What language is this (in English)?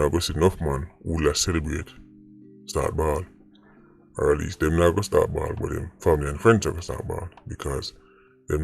Jamaican Creole English